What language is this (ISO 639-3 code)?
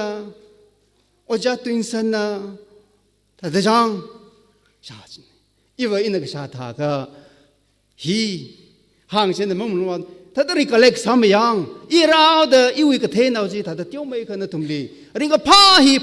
nmf